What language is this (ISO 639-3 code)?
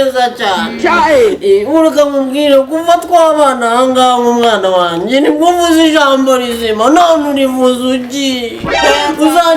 kin